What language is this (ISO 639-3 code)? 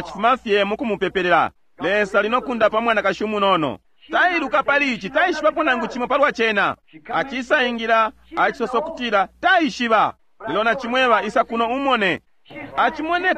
bem